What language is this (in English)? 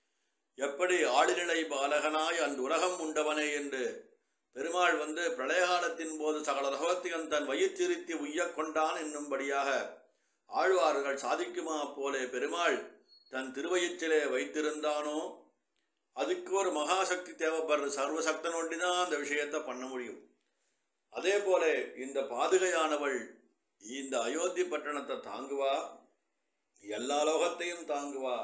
Tamil